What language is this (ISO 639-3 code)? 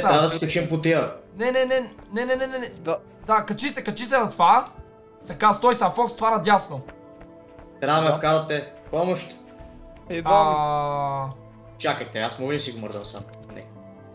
bul